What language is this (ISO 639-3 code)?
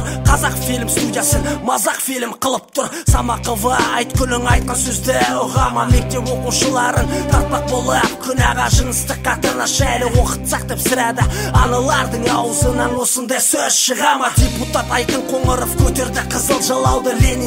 kaz